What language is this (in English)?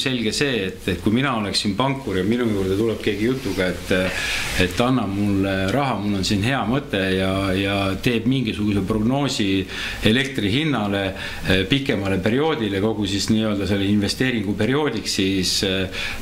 Estonian